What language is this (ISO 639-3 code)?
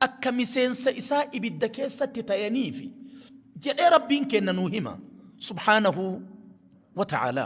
orm